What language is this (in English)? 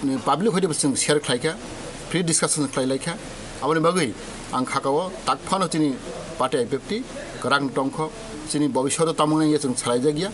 Kok Borok